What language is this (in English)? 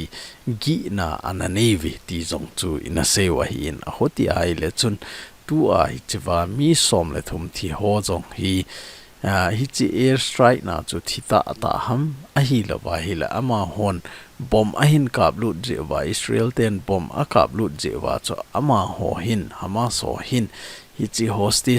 Thado Chin